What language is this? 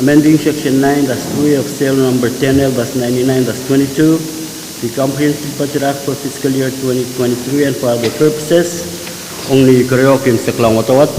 Pohnpeian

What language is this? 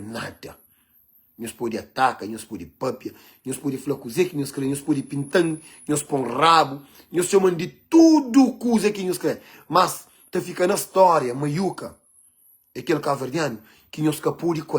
Kabuverdianu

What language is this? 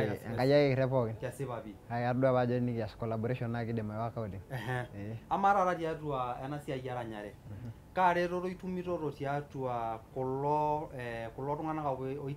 Masai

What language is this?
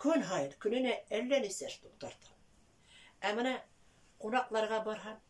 Bashkir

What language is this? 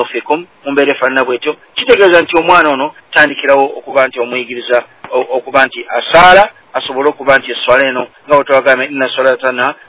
Ganda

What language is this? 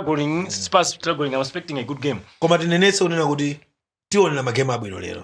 Nyanja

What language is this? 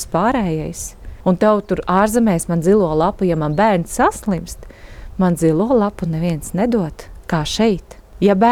Latvian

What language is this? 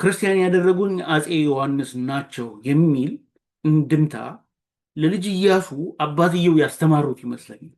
Amharic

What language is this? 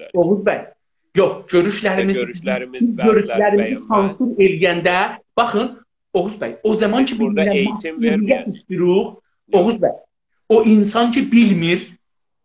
South Azerbaijani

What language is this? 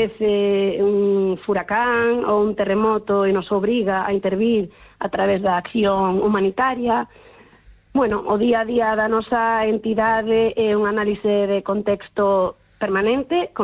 Galician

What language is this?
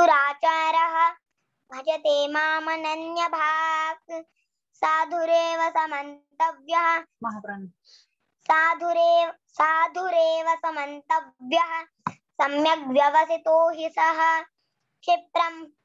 Sanskrit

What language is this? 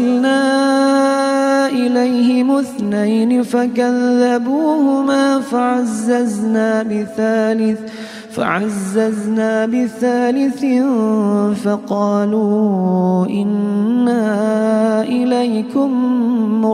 Arabic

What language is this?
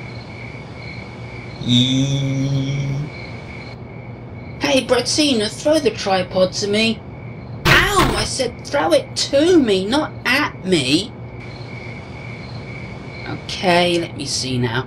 English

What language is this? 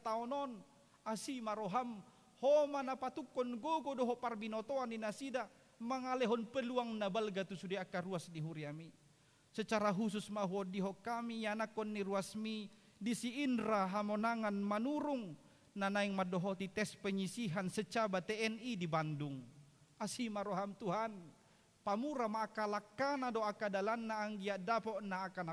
Batak Toba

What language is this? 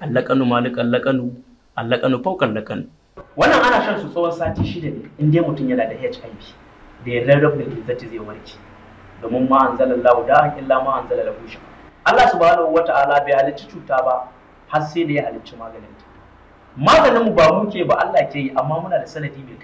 Hausa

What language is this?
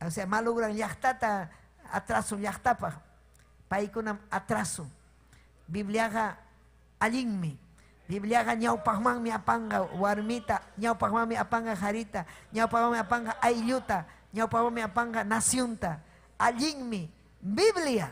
Ayacucho Quechua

